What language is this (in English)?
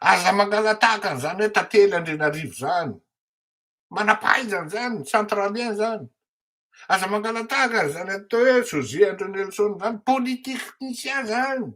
Malagasy